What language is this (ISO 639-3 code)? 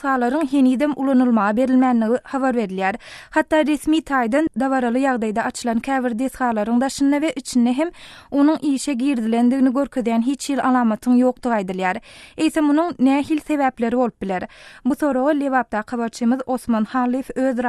tuk